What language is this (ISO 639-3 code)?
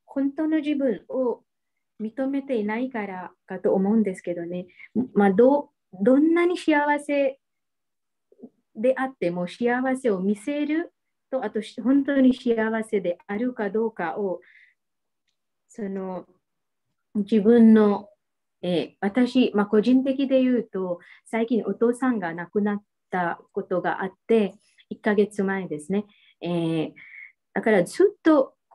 jpn